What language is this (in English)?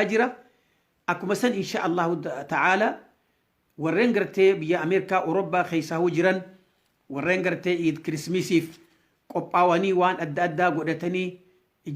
Oromo